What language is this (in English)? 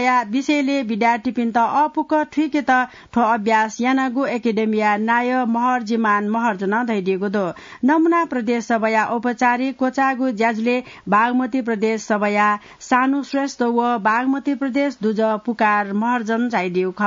Newari